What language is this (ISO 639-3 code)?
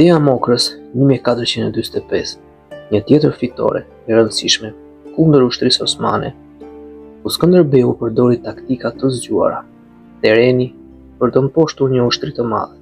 sqi